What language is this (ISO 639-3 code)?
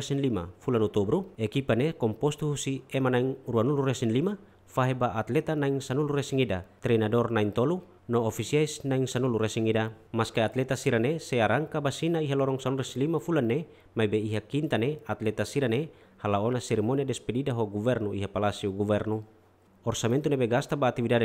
tet